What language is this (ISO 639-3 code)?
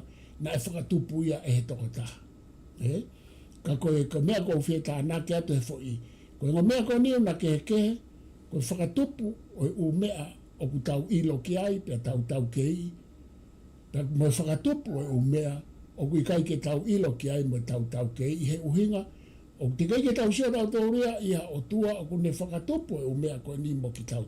ton